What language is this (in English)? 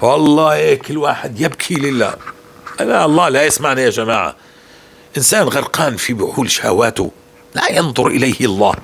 North Levantine Arabic